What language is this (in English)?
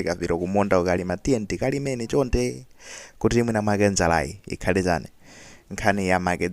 Nyanja